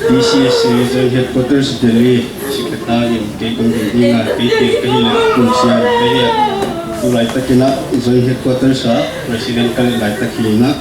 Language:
Paite Chin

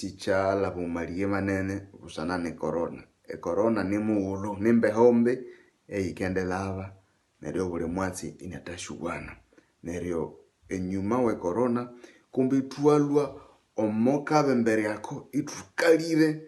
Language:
Nande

